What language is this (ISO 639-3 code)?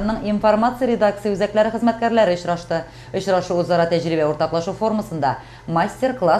tat